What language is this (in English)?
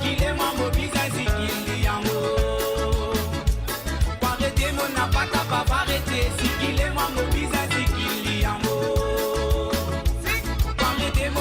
Morisyen